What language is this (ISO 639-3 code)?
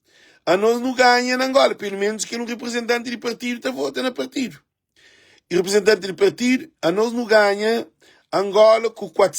kea